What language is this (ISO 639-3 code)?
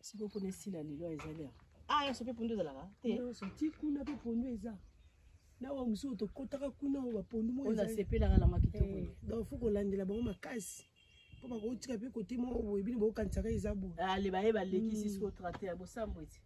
lin